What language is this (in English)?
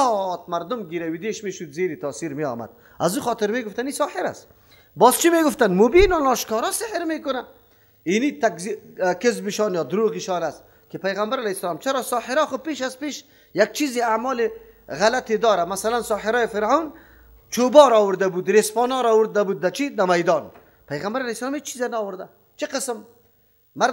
Persian